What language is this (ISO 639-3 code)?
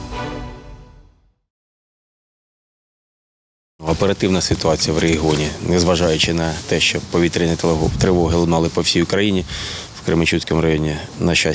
ukr